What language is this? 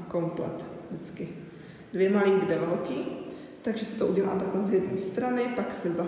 Czech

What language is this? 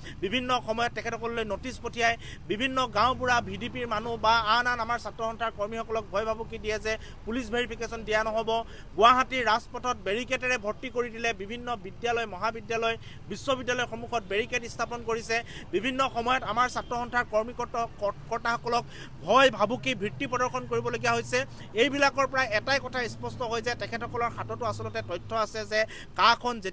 Assamese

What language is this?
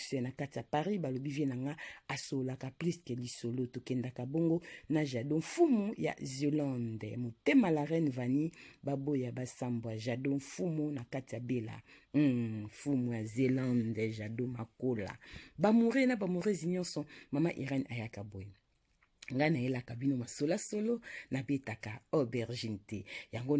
Lingala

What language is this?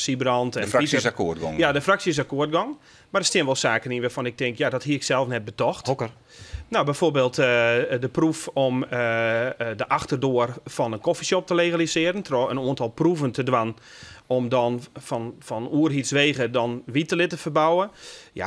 Western Frisian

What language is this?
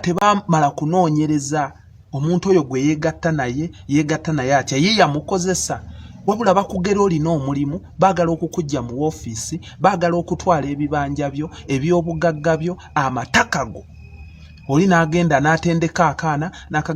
Ganda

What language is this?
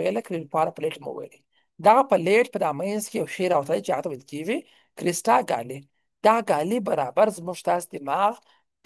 Pashto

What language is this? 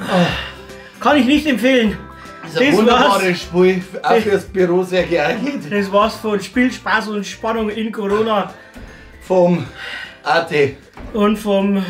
Bavarian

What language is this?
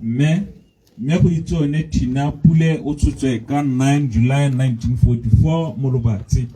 Tswana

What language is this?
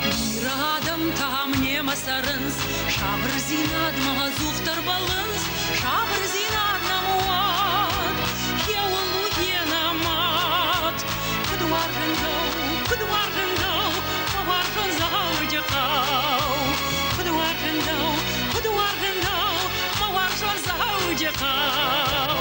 Ossetic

